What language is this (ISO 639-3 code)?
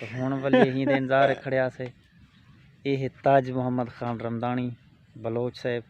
skr